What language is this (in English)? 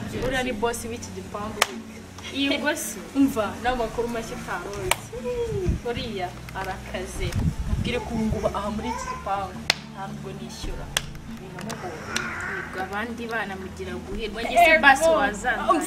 Kinyarwanda